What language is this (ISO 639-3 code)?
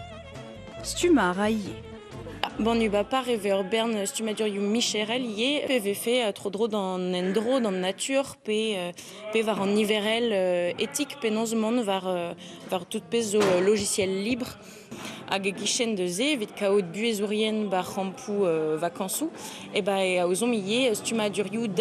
bre